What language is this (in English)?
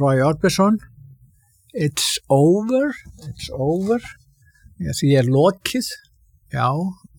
Icelandic